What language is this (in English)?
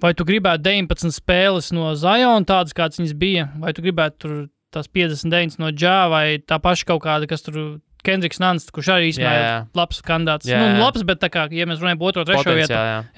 Latvian